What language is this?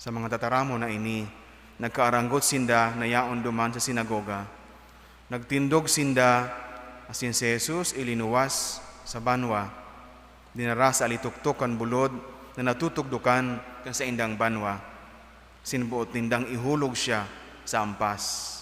Bikol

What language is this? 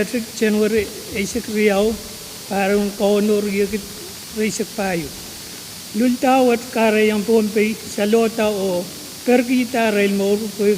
Pohnpeian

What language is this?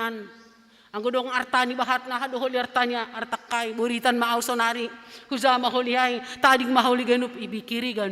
Batak Simalungun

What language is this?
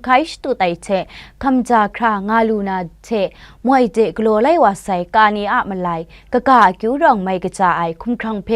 Kachin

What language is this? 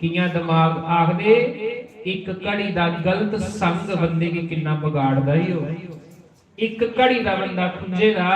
Dogri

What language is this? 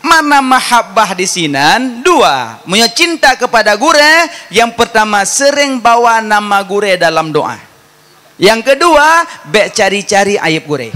Achinese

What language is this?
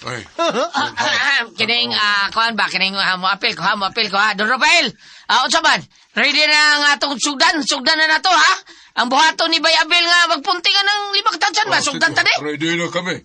Cebuano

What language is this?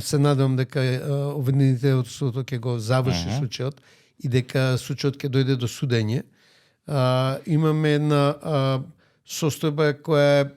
Macedonian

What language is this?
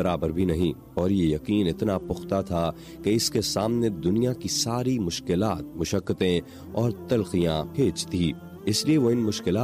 Urdu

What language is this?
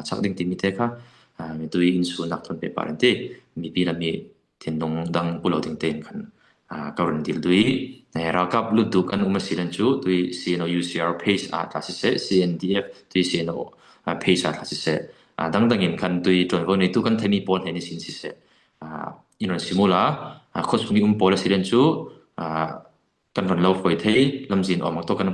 Falam Chin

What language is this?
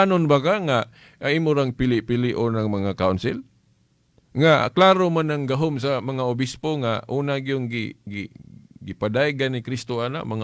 Cebuano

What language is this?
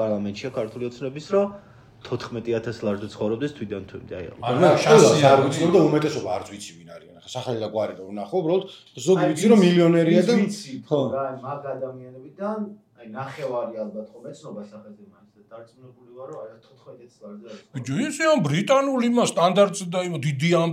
Georgian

